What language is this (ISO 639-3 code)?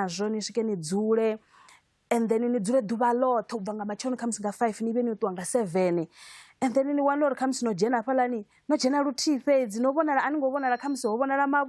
ven